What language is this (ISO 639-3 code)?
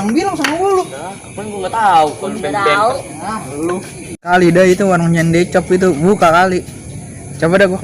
bew